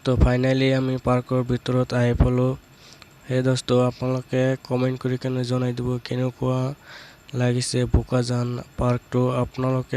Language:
Assamese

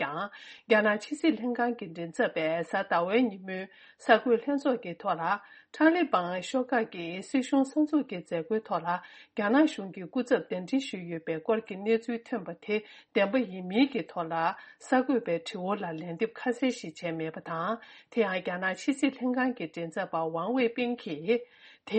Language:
Tibetan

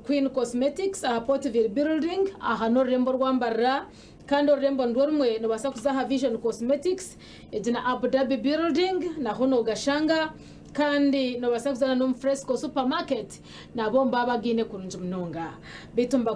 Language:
Nyankole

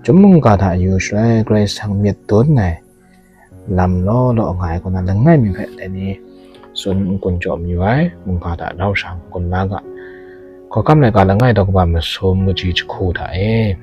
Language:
Kachin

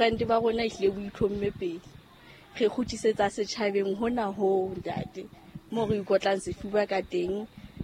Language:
Southern Sotho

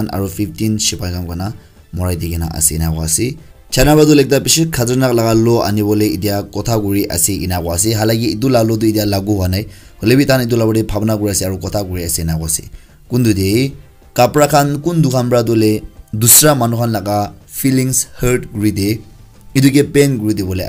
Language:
Naga Pidgin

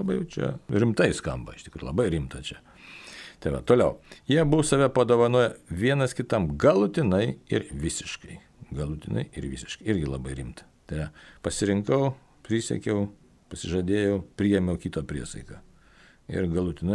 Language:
Lithuanian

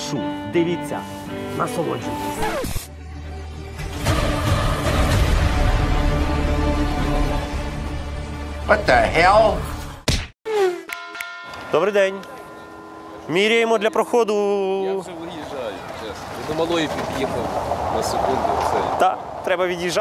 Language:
Ukrainian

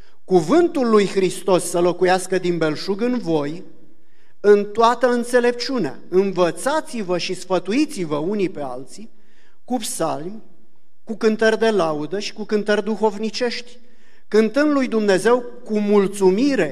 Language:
Romanian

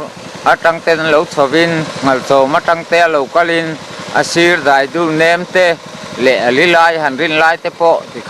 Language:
Mizo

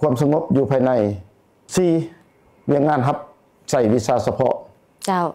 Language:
Lao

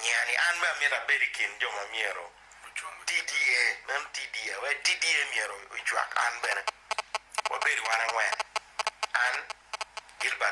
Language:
Acoli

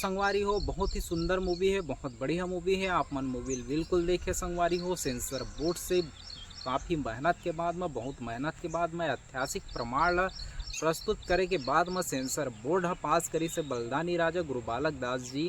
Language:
Chhattisgarhi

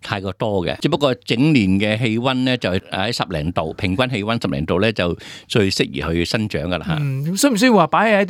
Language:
Cantonese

